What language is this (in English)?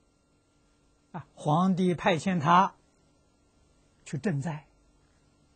Chinese